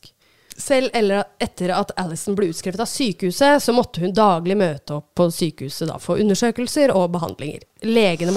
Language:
Norwegian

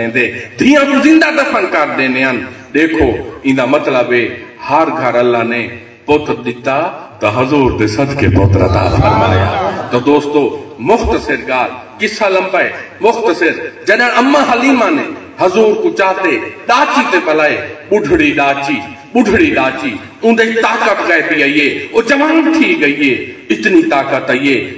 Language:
Saraiki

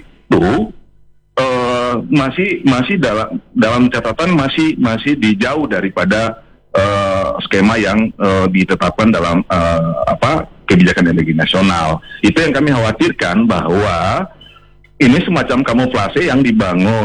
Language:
Indonesian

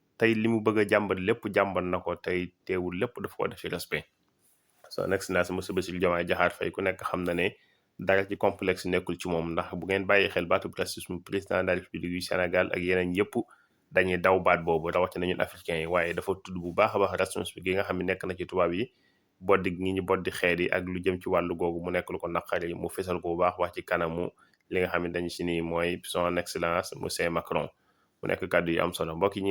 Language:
Wolof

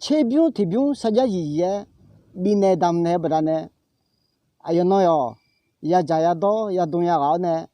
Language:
Akha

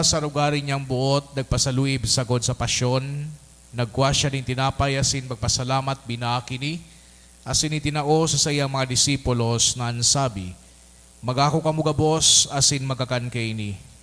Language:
Bikol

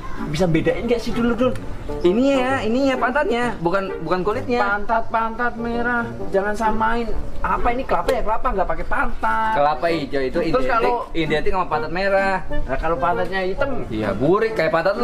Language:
Betawi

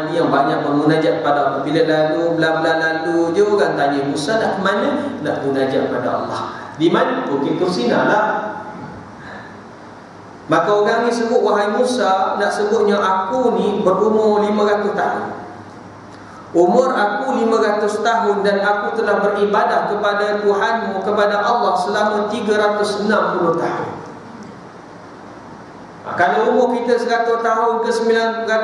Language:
Malay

